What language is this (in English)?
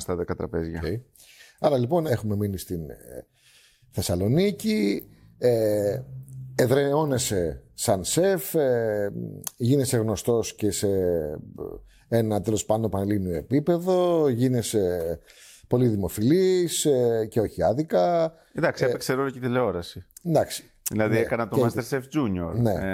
Greek